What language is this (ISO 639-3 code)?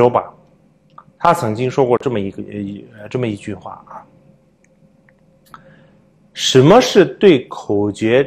zho